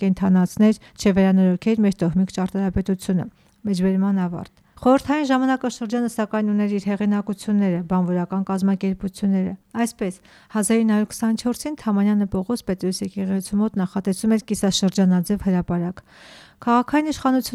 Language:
Armenian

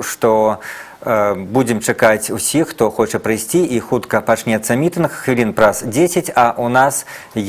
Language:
Belarusian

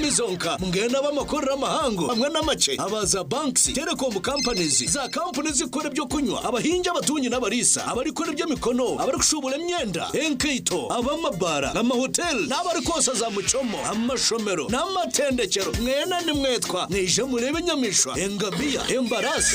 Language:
Nyankole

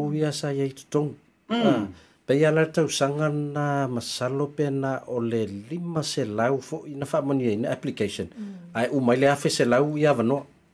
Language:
Samoan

